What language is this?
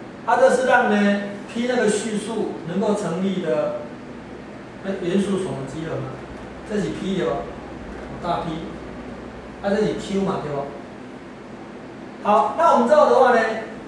Chinese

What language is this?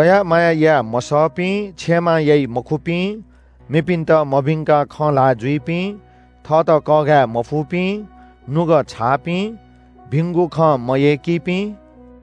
Newari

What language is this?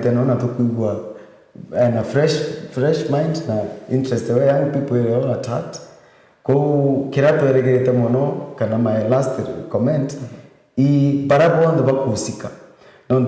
Meru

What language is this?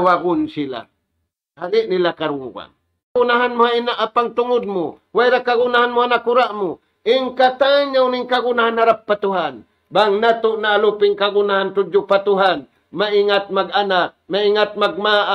Tausug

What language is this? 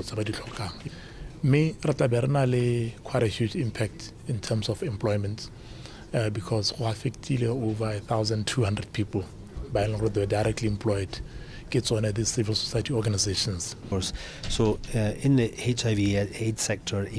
Tswana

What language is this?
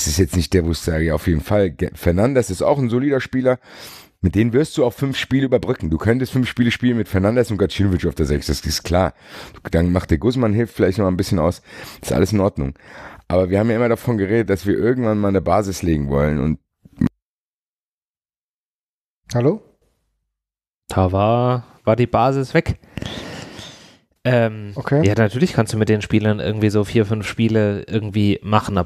German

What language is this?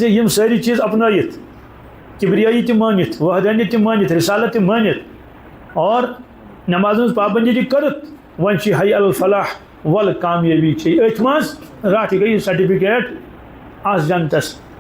Kashmiri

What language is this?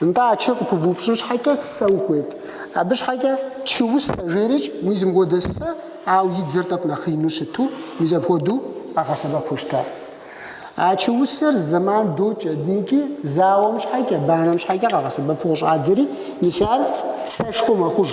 Kabardian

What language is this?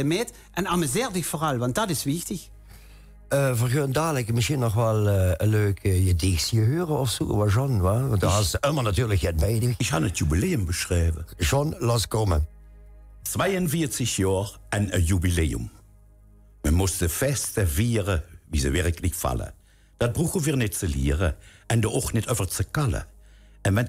Limburgish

